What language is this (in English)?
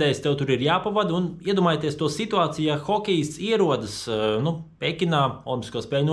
Latvian